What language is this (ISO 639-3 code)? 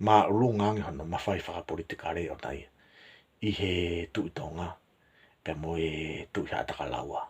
ton